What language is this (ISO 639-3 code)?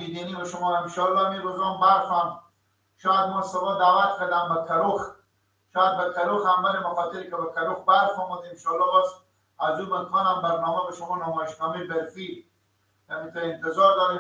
fas